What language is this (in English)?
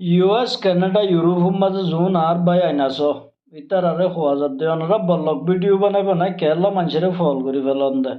Rohingya